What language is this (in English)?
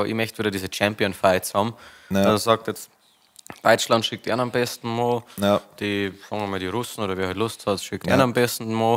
Bavarian